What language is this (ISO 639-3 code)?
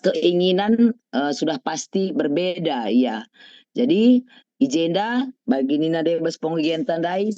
btx